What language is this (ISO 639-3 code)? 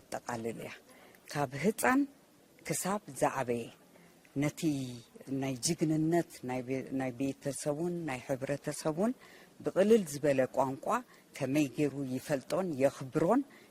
tir